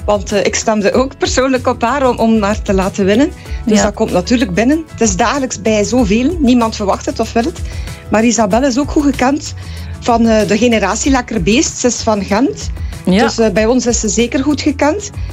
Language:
Dutch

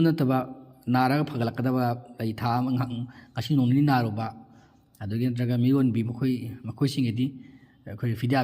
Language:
Manipuri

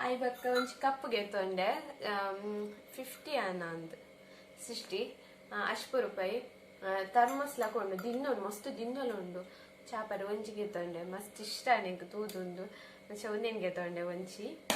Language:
Tulu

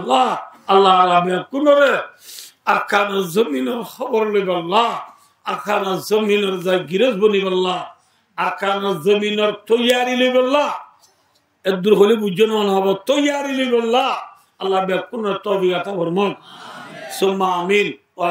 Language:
Rohingya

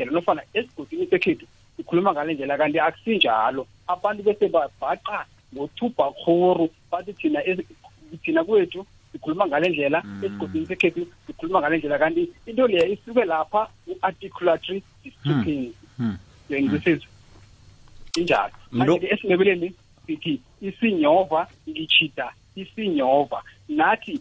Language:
South Ndebele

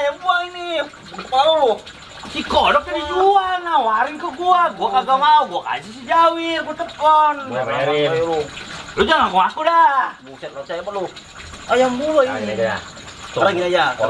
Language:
Betawi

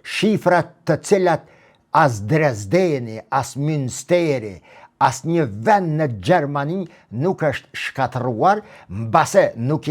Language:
Albanian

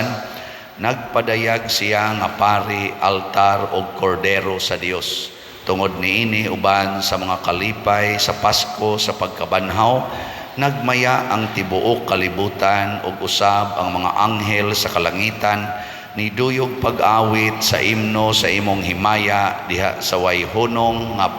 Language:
Cebuano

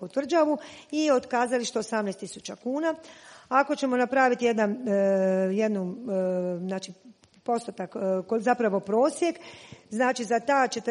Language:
Croatian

